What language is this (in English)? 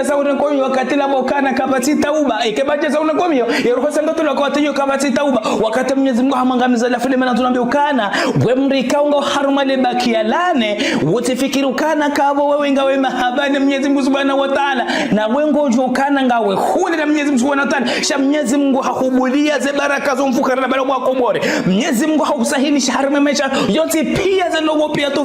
Ngazidja Comorian